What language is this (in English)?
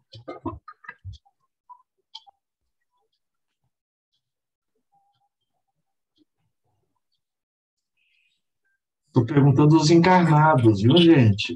Portuguese